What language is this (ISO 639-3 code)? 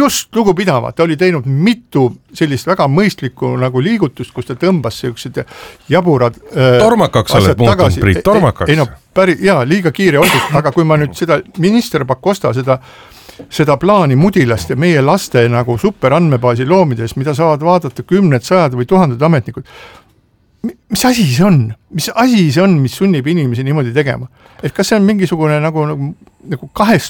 est